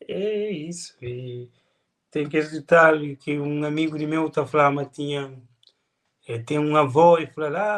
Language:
Kabuverdianu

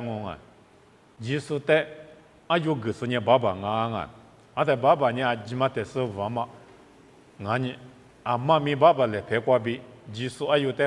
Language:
Lisu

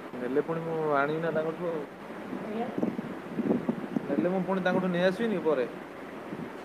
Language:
Odia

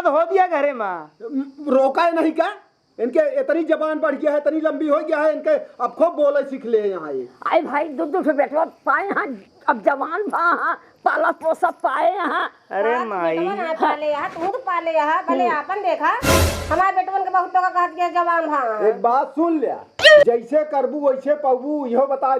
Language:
Awadhi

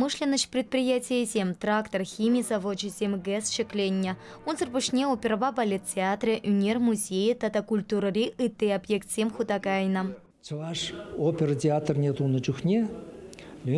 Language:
Chuvash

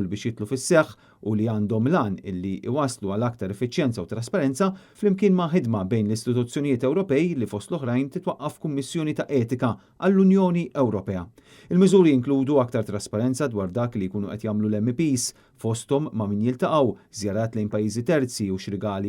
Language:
Maltese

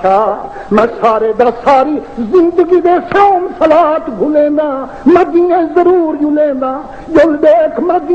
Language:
Saraiki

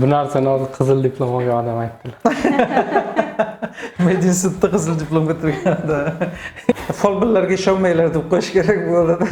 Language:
Uzbek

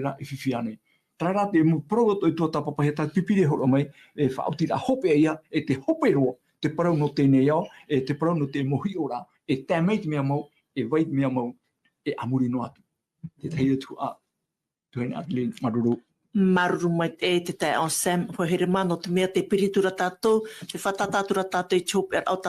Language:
Tahitian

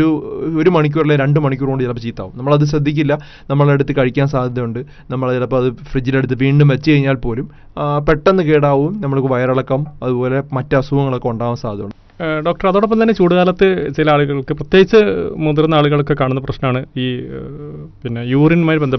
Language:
Malayalam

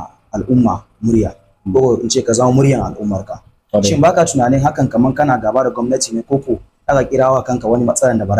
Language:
Hausa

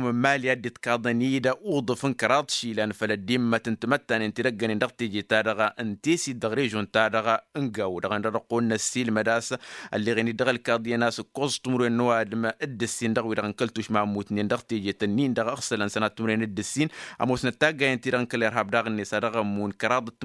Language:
Tamasheq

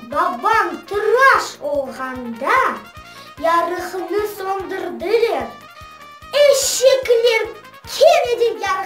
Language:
Crimean Tatar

